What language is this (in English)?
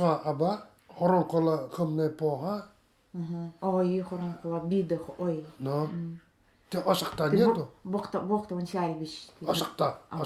Nanai